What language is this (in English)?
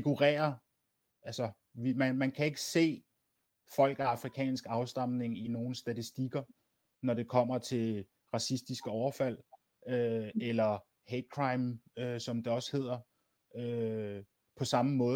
Danish